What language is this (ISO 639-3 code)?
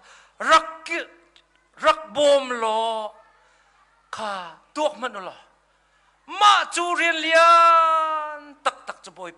cnh